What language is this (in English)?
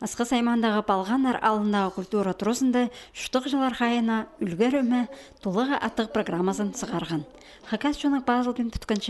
Khakas